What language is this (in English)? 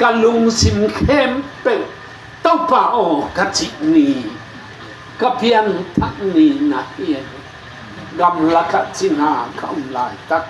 Tedim Chin